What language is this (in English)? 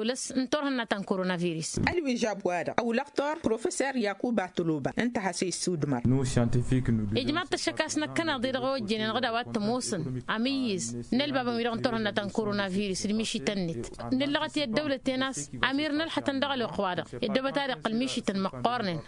Tamasheq